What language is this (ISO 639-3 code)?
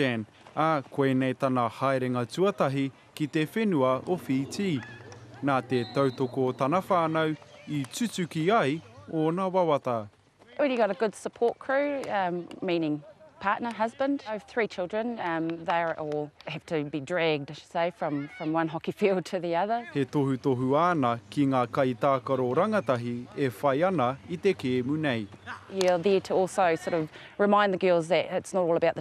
mri